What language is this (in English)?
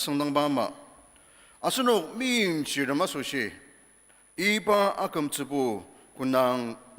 Ao Naga